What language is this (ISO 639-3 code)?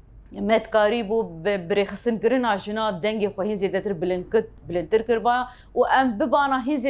kur